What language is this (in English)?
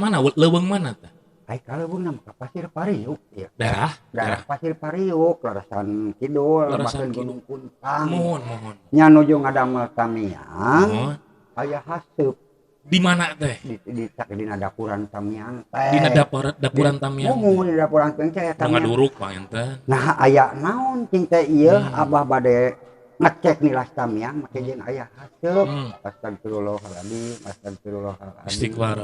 Sundanese